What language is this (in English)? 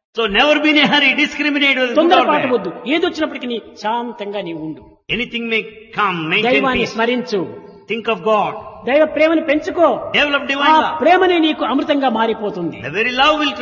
Telugu